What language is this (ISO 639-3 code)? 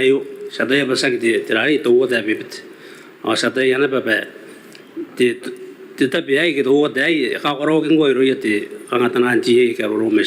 gil